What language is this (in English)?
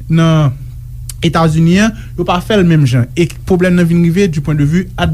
Haitian Creole